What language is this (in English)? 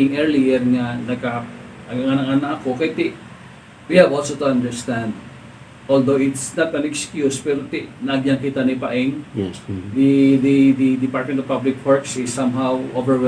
Hiligaynon